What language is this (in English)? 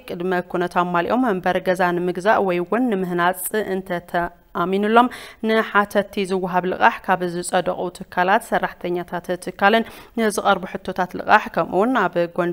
Tigrinya